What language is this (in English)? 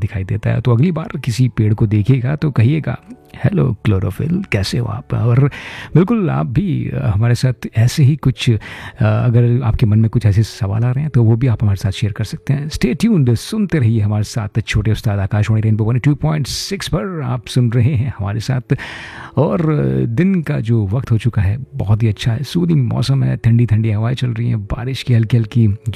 Hindi